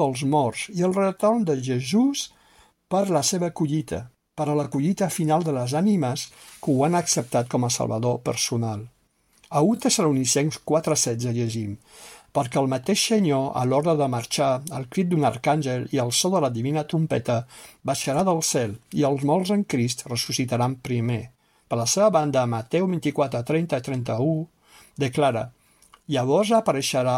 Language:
Catalan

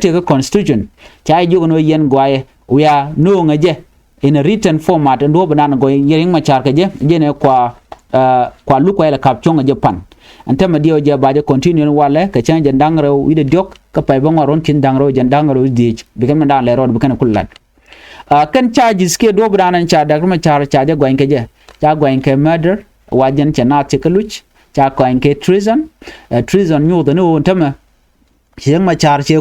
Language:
Nuer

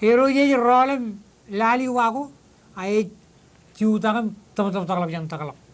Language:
Marshallese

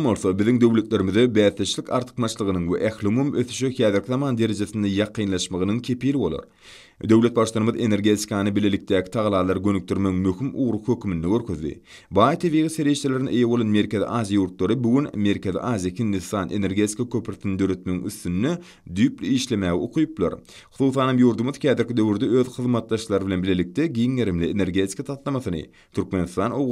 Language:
Turkmen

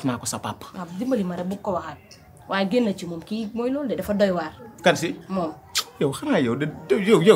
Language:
Wolof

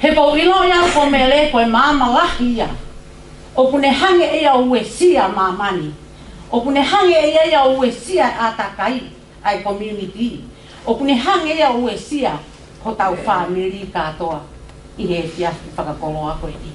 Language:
Tongan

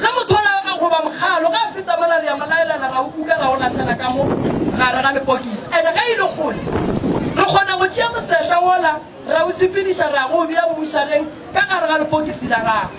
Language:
Northern Sotho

